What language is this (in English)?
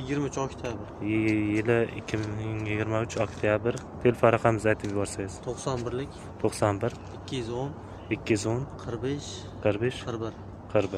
Uzbek